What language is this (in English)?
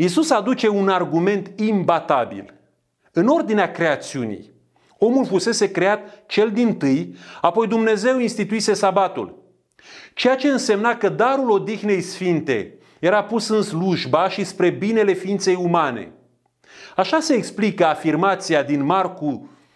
Romanian